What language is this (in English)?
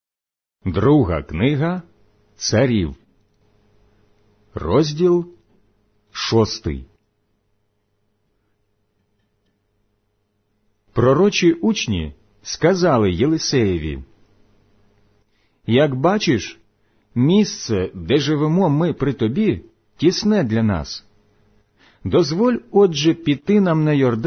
Ukrainian